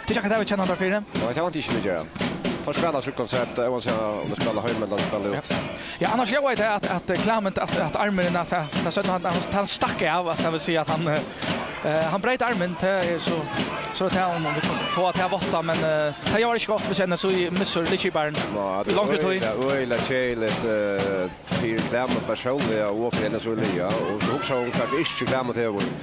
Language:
Faroese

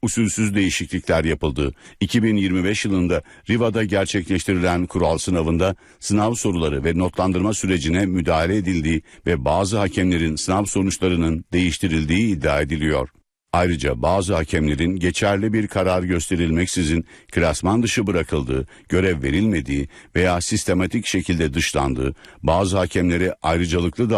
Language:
Turkish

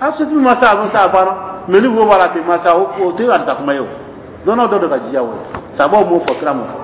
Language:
Dyula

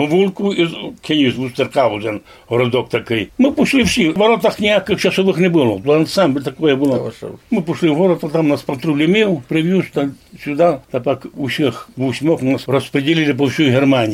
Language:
Rusyn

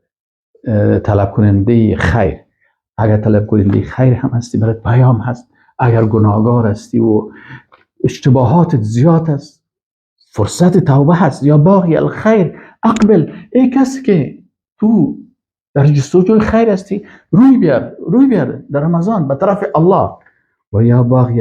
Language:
Persian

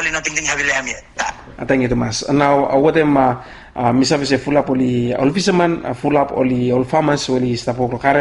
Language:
Bislama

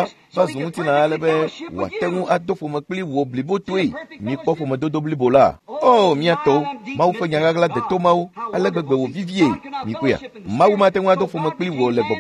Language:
Ewe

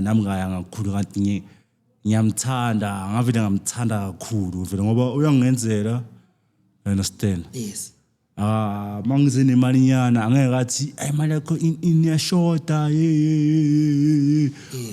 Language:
Zulu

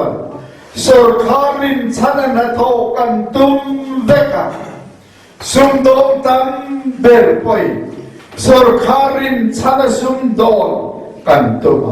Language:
Mizo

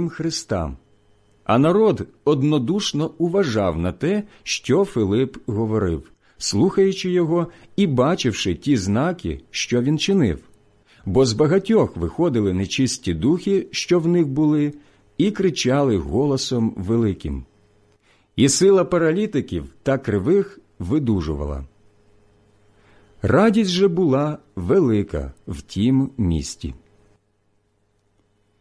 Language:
Ukrainian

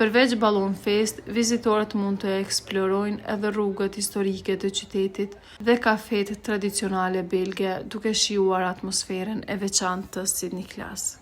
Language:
Albanian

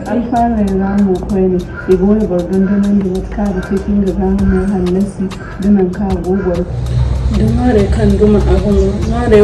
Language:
Zarma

